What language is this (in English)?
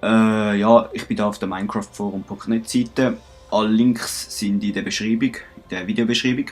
Swiss German